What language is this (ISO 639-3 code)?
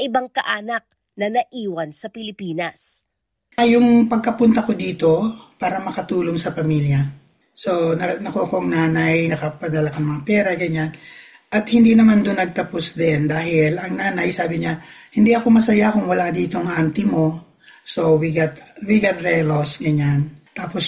fil